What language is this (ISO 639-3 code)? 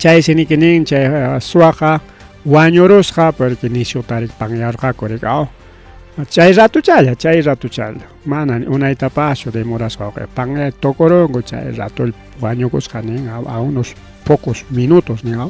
quy